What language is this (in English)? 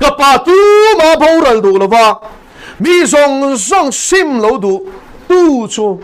Mizo